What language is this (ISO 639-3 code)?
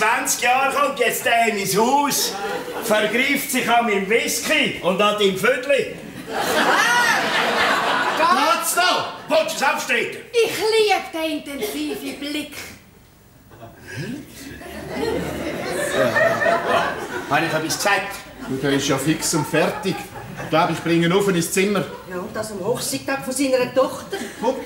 deu